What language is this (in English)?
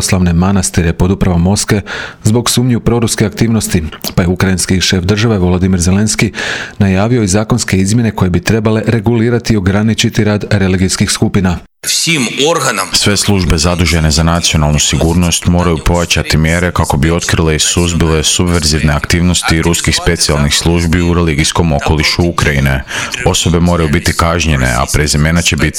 Croatian